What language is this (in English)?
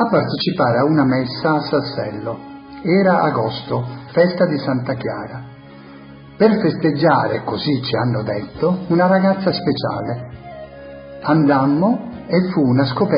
Italian